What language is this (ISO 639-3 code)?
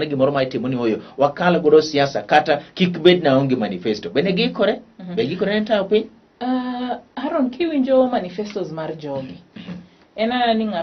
luo